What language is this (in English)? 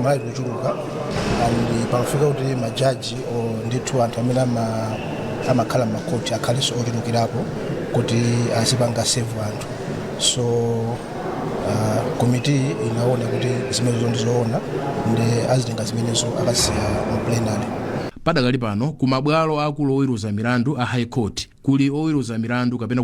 Nyanja